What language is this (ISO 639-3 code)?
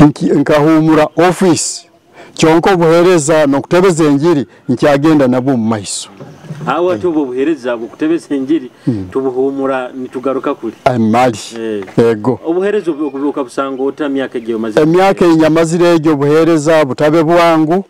nyo